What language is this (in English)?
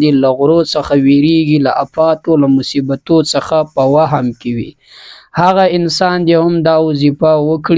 Pashto